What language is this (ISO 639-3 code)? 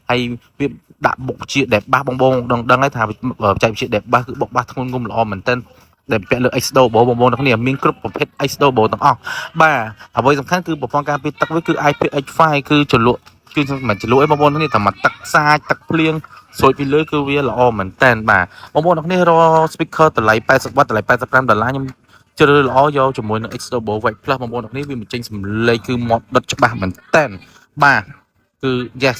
khm